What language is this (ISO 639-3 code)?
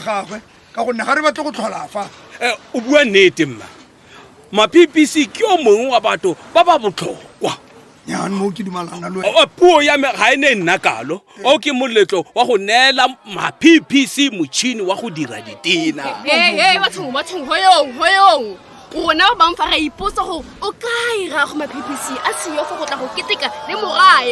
tsn